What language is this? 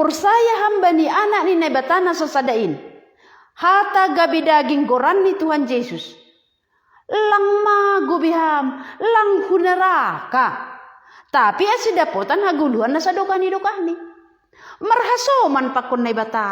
Batak Simalungun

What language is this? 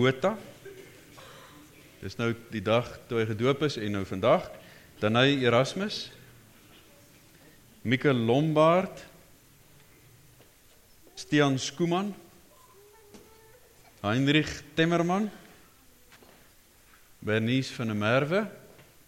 Afrikaans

